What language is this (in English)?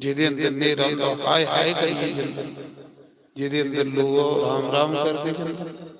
Dogri